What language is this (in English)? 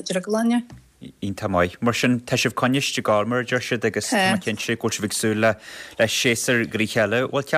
Irish